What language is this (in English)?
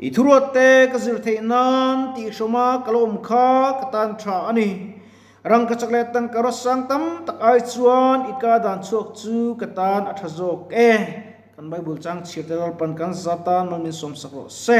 Mizo